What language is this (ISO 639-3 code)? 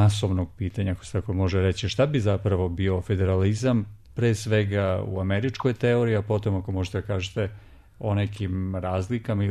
srp